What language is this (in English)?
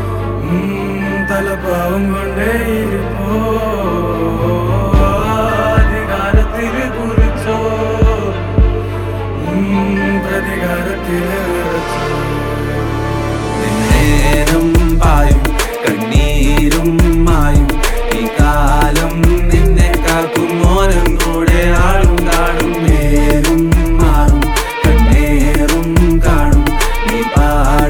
Malayalam